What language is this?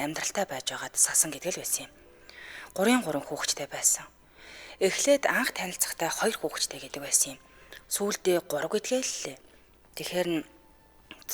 Mongolian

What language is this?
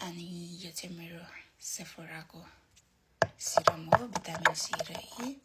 Nepali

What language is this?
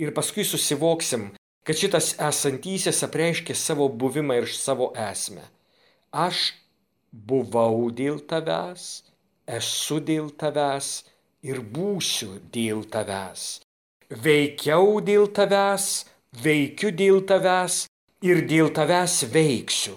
Lithuanian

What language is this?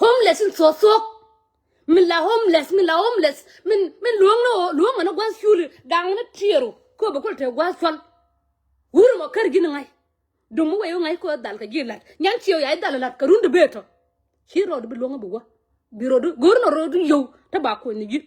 Nuer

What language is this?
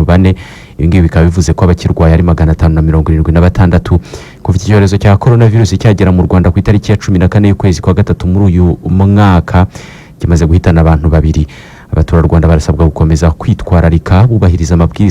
Kinyarwanda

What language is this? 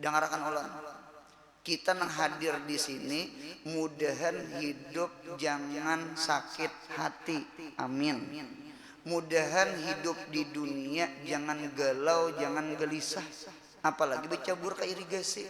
Banjar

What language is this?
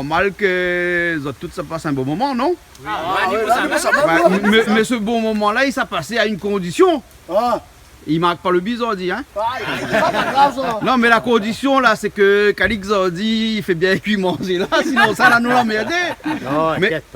Réunion Creole French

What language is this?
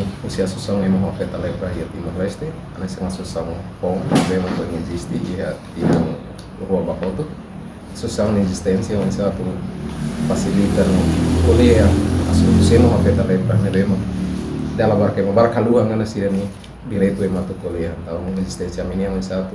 Tetum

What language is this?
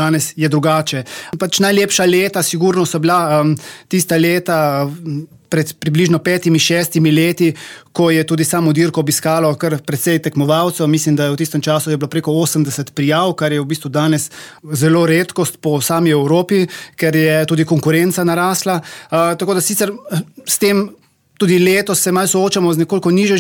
Slovenian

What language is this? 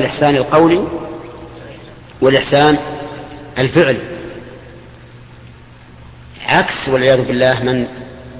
Arabic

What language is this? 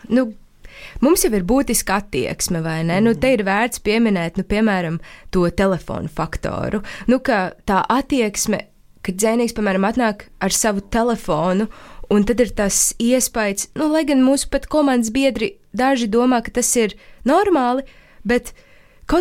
Latvian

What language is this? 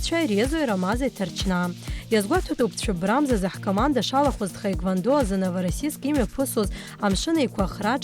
Abkhazian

